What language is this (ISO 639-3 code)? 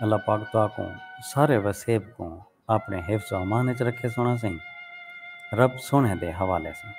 skr